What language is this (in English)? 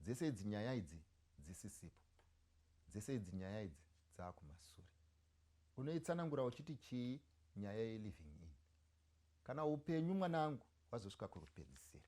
Shona